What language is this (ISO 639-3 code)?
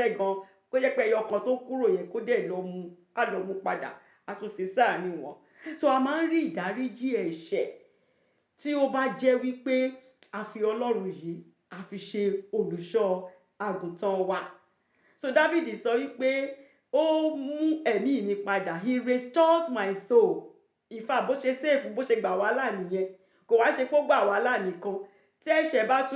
yor